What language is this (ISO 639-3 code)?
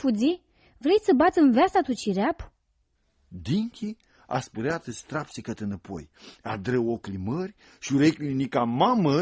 rup